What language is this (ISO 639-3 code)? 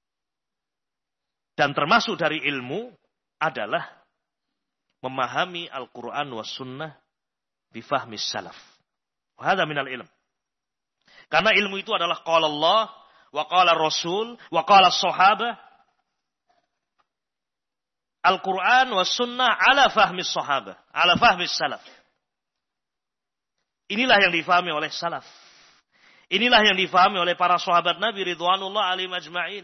ind